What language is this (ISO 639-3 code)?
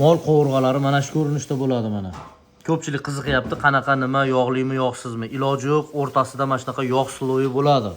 uzb